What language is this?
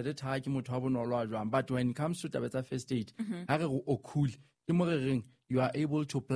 Southern Sotho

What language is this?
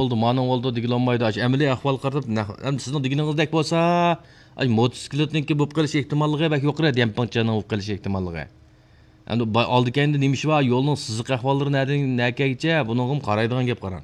Uyghur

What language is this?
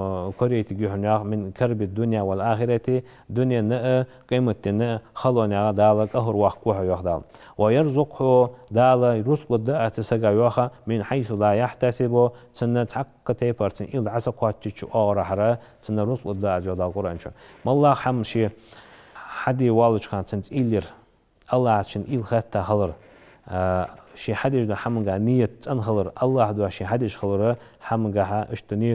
Ingush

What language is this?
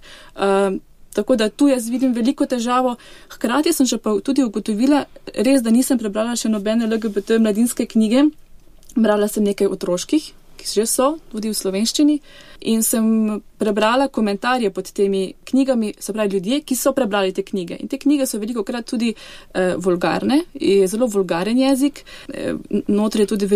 Slovenian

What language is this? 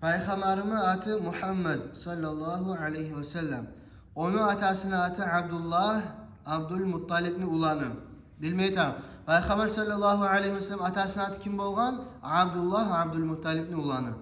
Kumyk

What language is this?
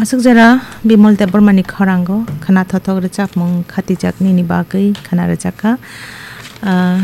Kok Borok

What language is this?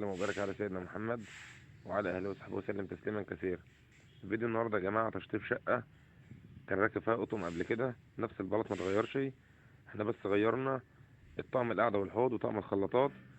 Egyptian Arabic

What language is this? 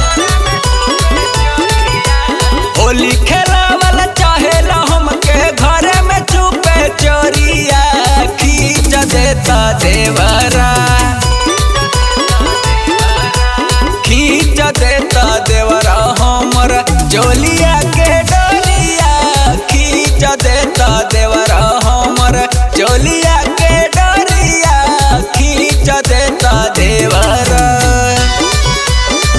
Bhojpuri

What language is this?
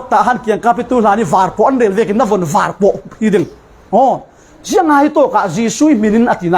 Falam Chin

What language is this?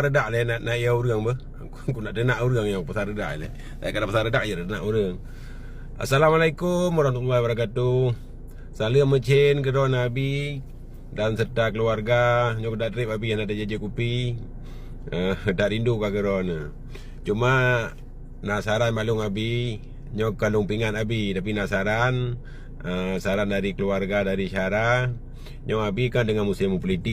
Achinese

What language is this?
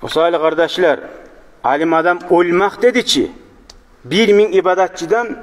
Kumyk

